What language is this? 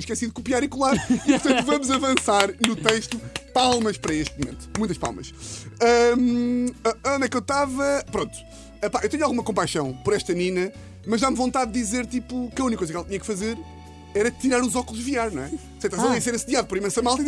Portuguese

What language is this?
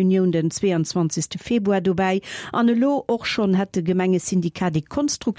Luxembourgish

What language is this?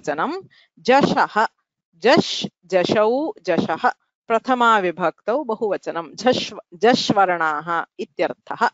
Sanskrit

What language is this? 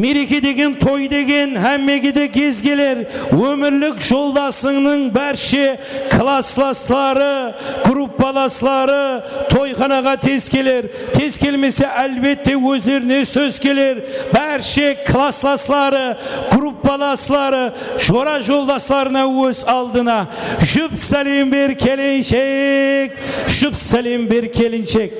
Kara-Kalpak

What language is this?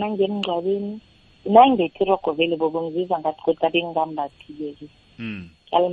South Ndebele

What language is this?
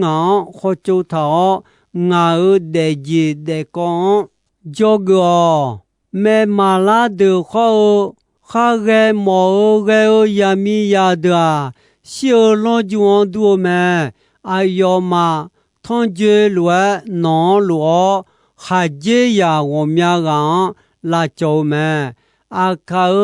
Akha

